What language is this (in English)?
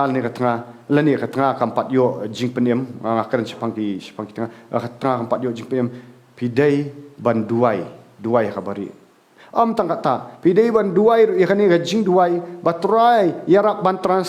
Khasi